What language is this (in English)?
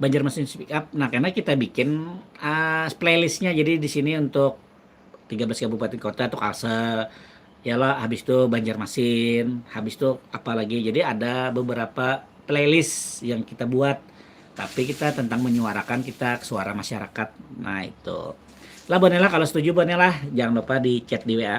Banjar